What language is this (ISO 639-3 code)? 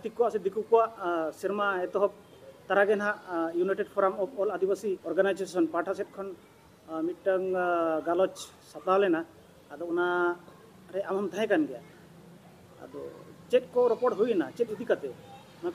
sat